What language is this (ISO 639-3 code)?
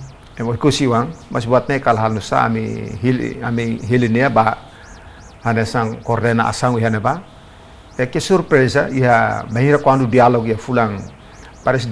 tet